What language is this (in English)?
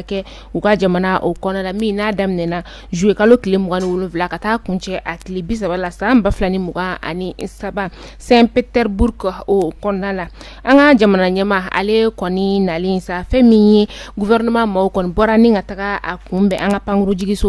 Bambara